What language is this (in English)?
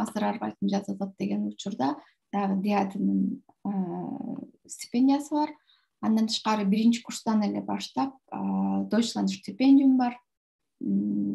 Kyrgyz